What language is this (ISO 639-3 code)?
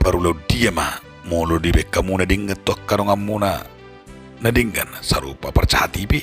bbc